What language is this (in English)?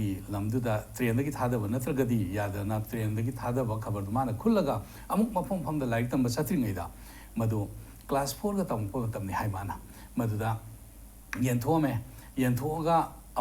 Manipuri